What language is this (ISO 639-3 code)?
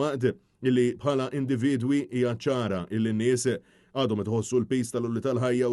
mlt